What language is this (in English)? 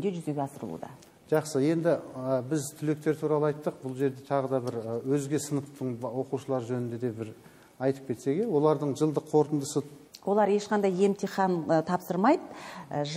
Kazakh